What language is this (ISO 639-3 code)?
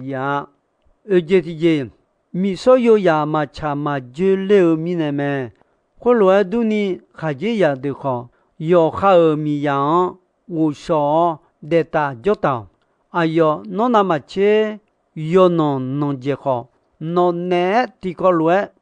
ahk